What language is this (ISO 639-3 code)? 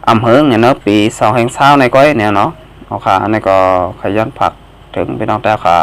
shn